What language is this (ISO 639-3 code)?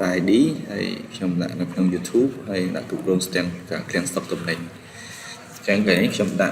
khm